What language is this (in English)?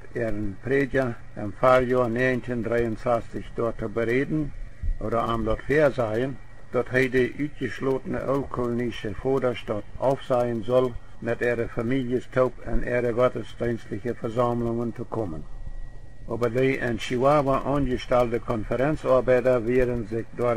Plautdietsch